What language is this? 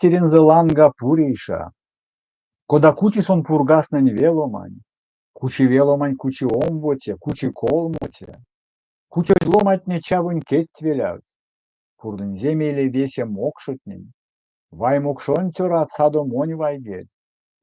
Erzya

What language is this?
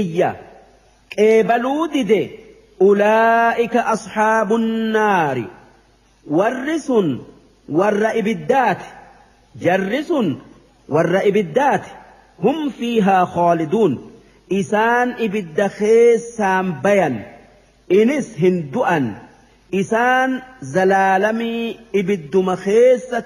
Oromo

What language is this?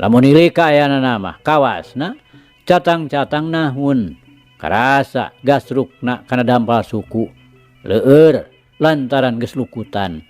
Sundanese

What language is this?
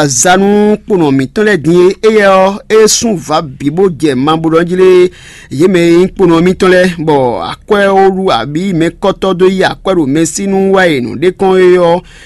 Fon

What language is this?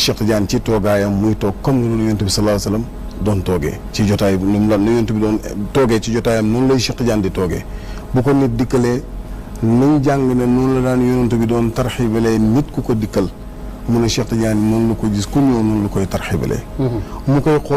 Wolof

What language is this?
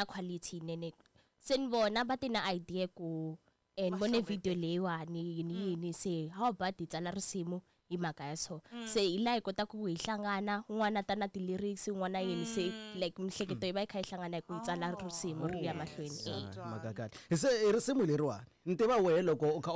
Tsonga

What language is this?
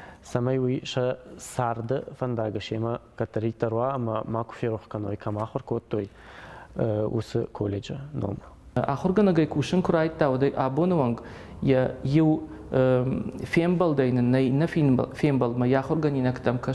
Ossetic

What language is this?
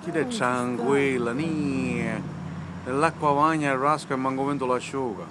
Sicilian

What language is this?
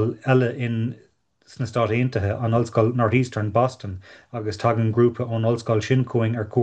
Irish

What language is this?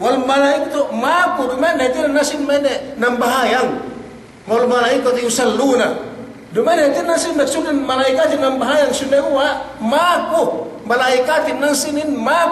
Yakan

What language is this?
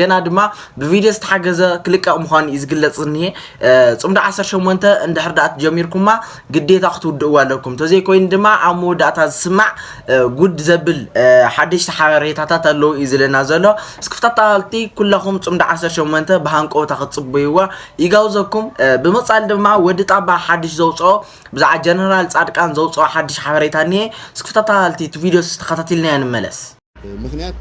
Tigrinya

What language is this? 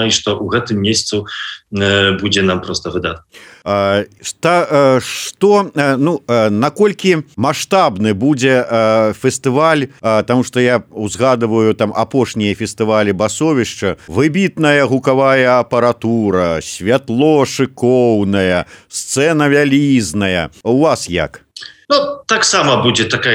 Belarusian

